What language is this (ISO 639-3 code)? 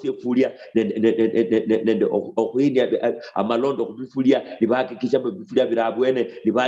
luy